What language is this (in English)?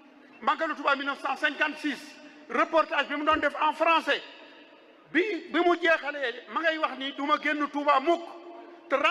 Wolof